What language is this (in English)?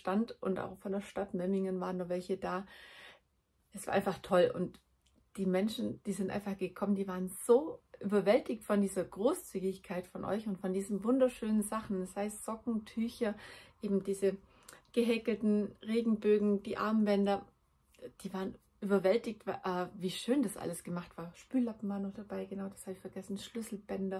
German